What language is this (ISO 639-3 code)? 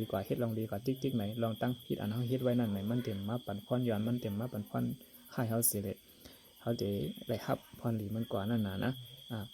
shn